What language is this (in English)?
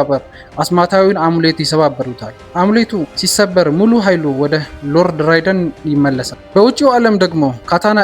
Amharic